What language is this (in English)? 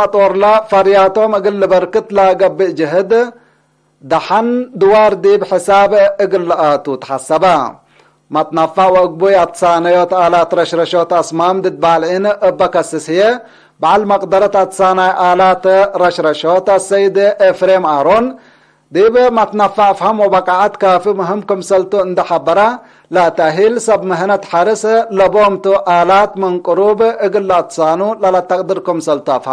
Tigre